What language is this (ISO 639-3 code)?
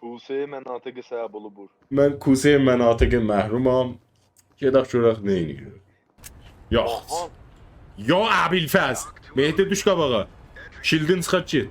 azb